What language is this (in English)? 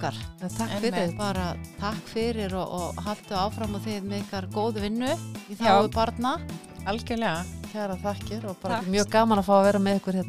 Icelandic